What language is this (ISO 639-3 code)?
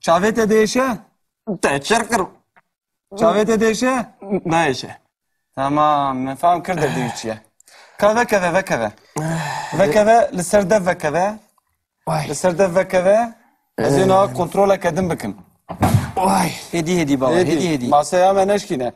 kur